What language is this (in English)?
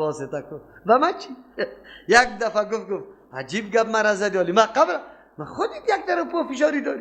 Persian